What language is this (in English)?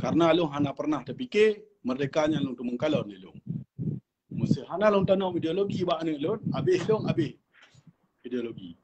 Achinese